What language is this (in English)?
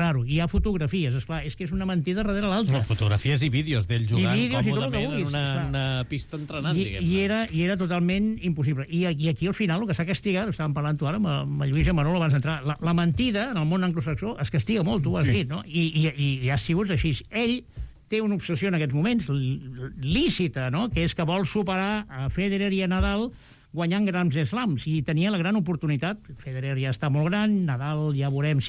Catalan